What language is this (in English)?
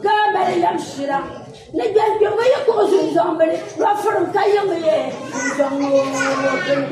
Dagbani